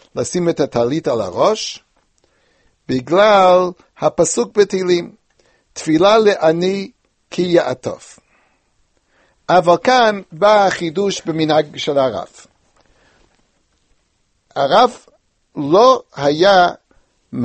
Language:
Hebrew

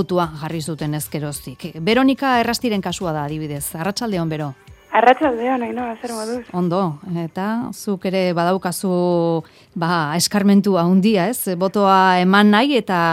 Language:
Basque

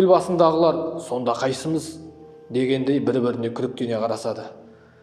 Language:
Kazakh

